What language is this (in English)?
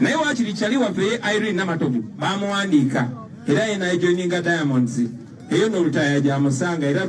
Ganda